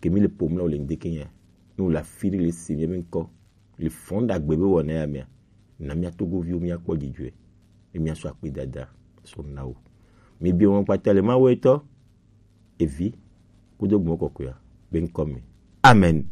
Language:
Gen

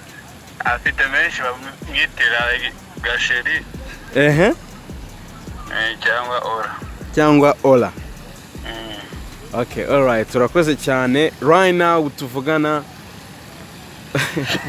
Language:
Kinyarwanda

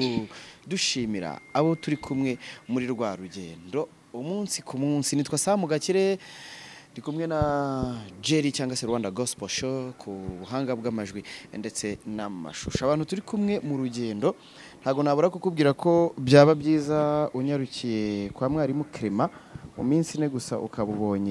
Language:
Kinyarwanda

